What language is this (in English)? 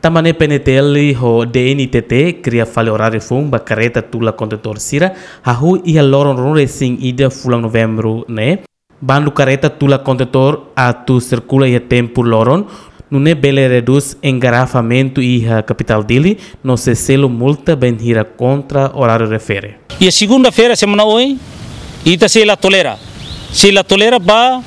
Tetum